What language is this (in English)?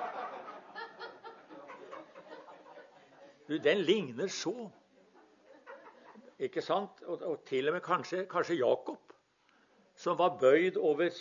Norwegian